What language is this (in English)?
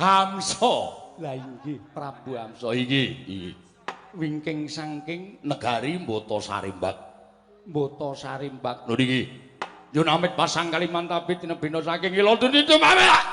Javanese